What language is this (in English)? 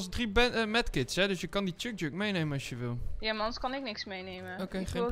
Dutch